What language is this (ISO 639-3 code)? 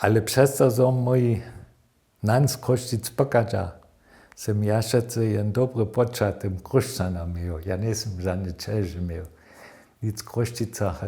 hsb